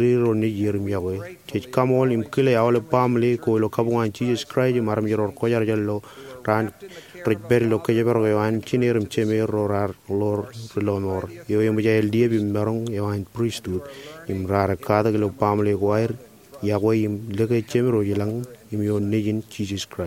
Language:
Marshallese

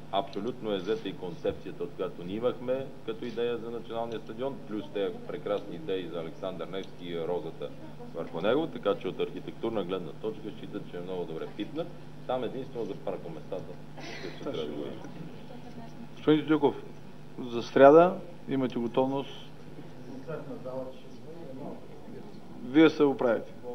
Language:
Bulgarian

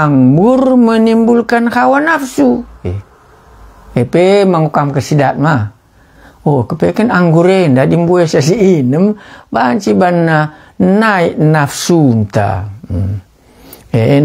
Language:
Batak Karo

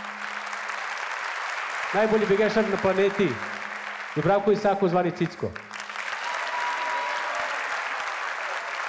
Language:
Serbian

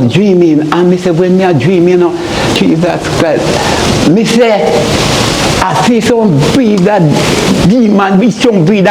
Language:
Jamaican Creole English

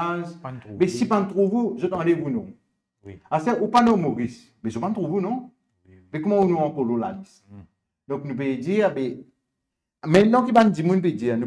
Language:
Morisyen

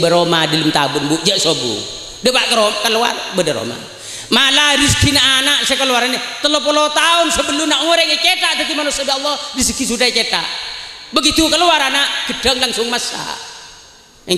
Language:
Madurese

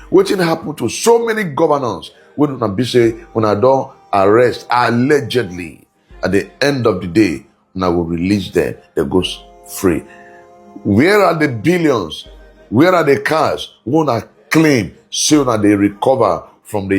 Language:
Nigerian Pidgin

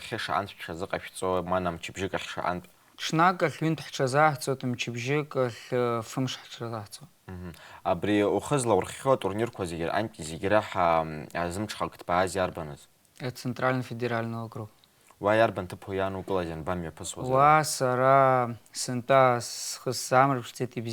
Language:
Abkhazian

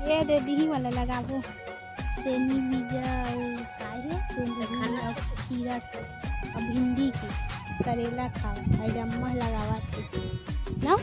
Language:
Chhattisgarhi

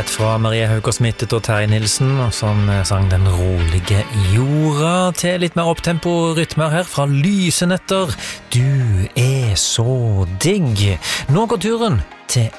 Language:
Norwegian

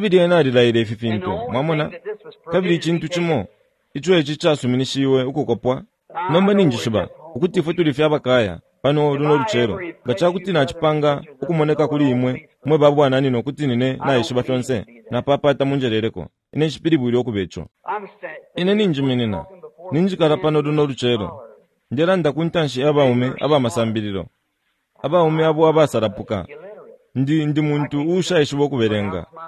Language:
Bemba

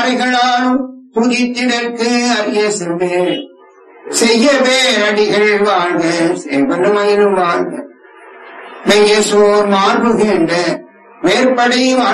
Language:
Tamil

